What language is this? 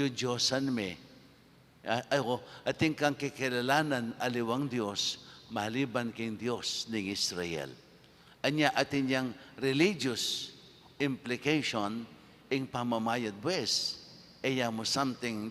Pampanga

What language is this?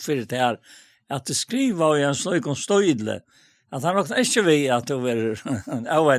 Faroese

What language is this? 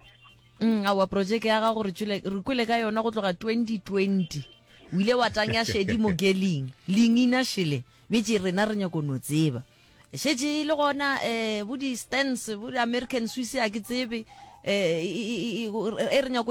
Northern Sotho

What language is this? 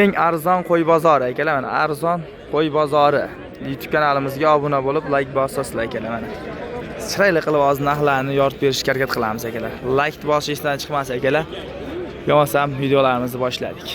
Uzbek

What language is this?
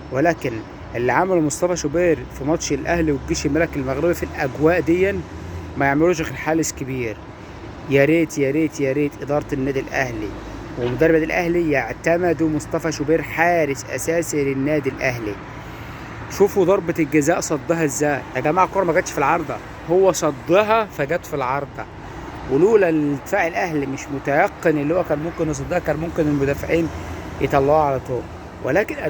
Egyptian Arabic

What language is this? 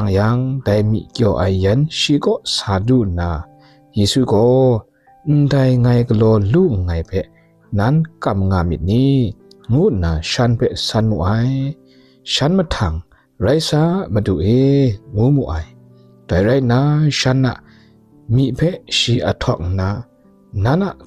Kachin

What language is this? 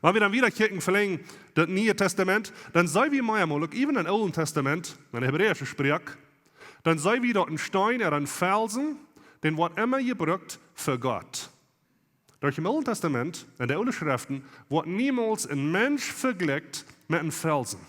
Plautdietsch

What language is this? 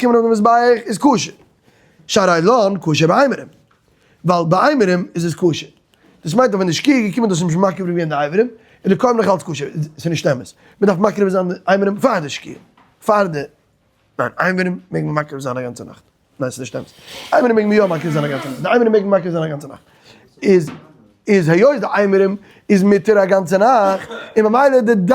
Yiddish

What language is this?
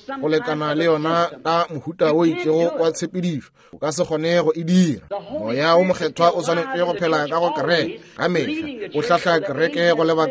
Northern Sotho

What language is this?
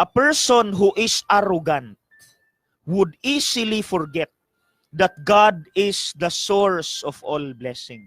Cebuano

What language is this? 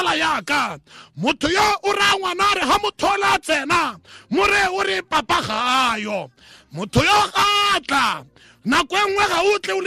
Tswana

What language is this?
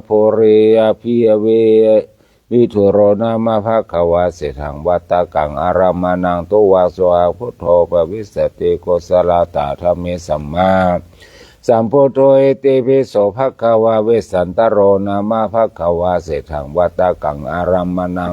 Pali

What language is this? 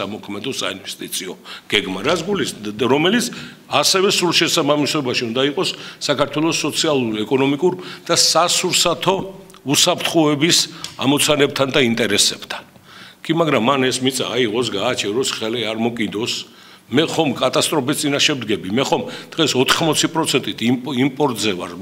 Georgian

